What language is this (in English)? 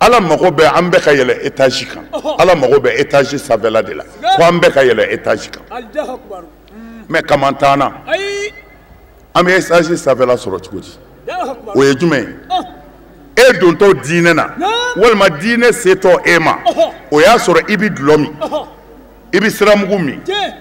Bambara